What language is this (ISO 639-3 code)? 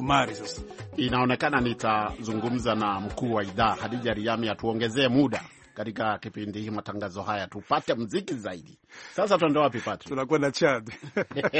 swa